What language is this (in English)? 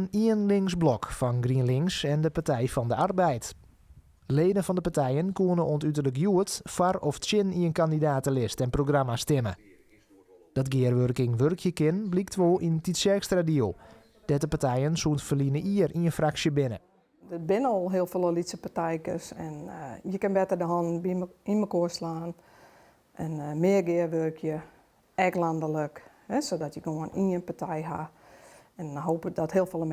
Western Frisian